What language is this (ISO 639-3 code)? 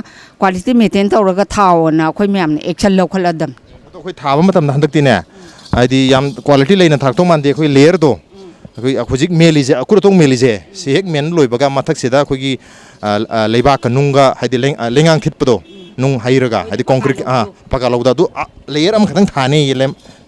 mni